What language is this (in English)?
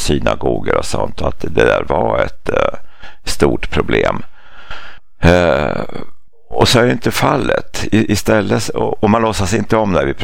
Swedish